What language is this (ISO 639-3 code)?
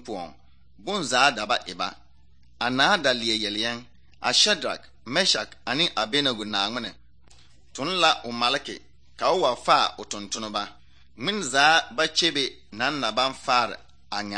dga